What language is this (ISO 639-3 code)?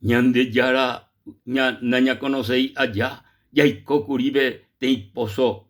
grn